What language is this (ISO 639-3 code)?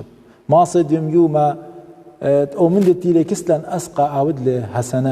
aii